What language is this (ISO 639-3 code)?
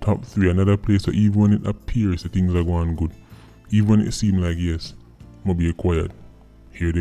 jam